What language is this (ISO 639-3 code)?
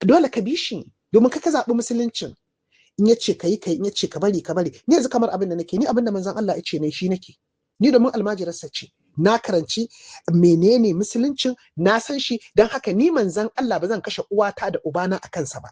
hau